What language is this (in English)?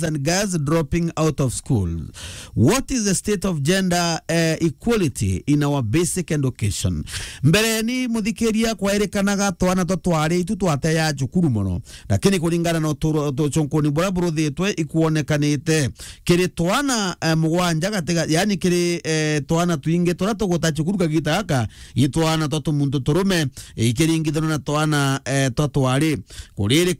Meru